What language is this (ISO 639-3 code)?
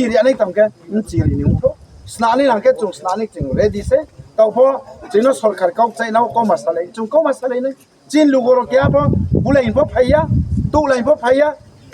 ria